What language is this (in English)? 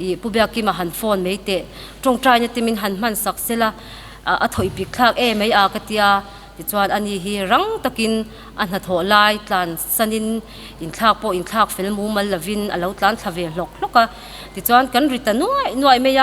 Mizo